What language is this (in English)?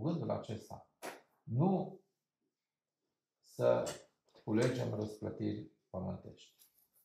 Romanian